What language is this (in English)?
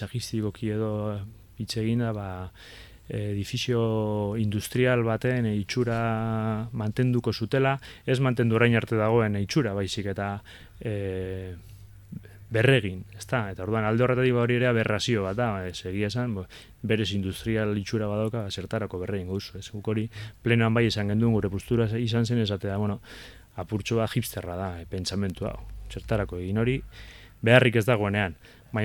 Basque